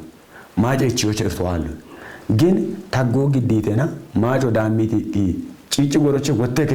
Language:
Kafa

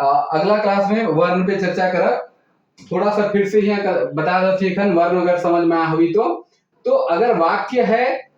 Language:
Sadri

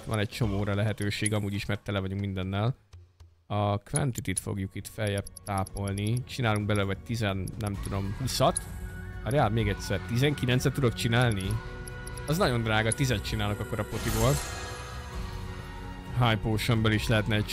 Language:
Hungarian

